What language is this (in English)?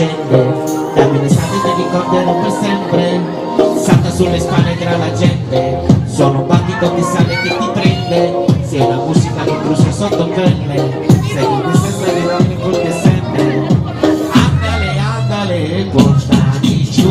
Italian